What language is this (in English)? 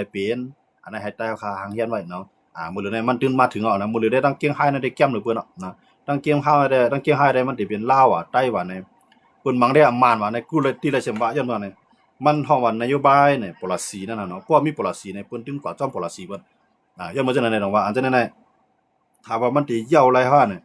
Shan